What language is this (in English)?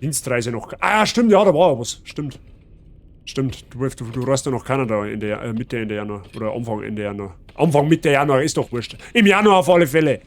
Bavarian